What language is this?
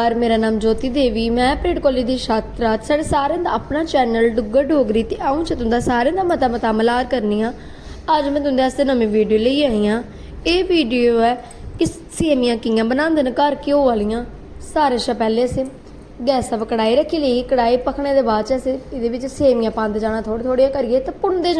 Dogri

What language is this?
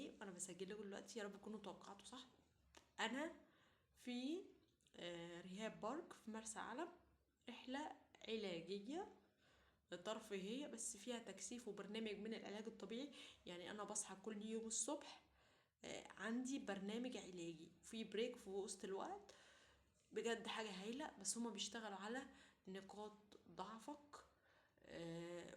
Egyptian Arabic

